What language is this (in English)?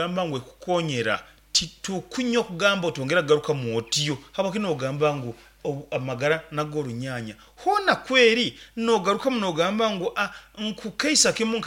Nyankole